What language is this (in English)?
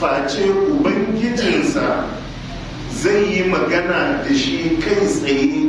Hausa